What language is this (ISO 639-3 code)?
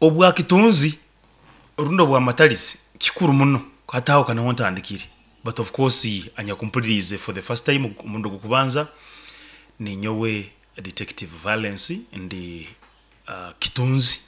nyo